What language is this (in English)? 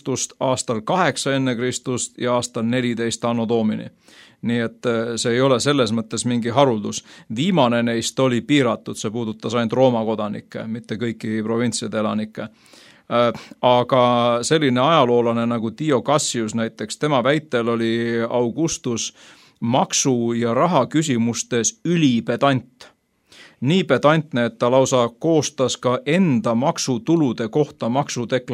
Estonian